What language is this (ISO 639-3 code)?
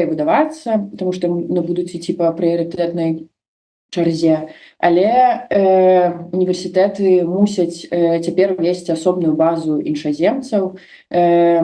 bel